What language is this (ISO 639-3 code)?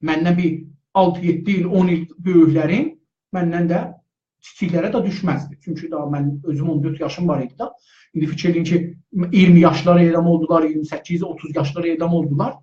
azb